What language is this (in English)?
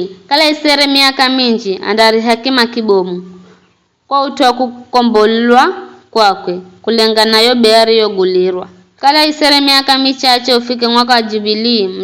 Giryama